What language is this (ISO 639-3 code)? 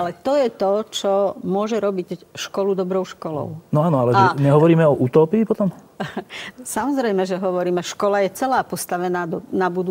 slk